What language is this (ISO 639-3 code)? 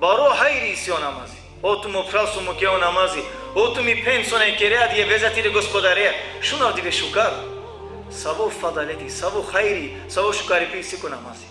rmn